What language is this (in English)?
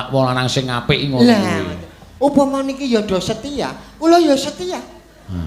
Javanese